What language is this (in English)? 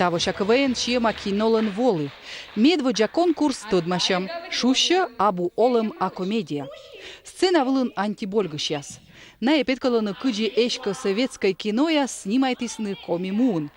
Komi